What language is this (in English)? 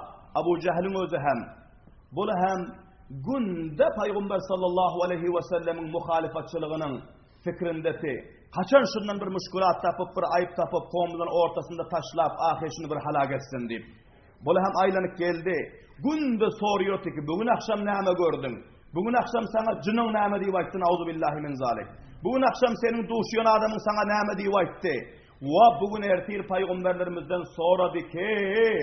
Turkmen